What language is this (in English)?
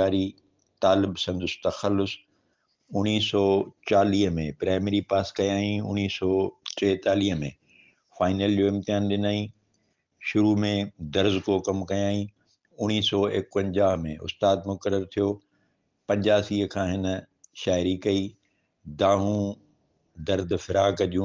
Sindhi